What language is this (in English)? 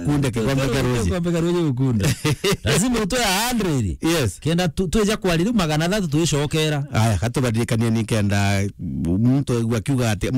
Meru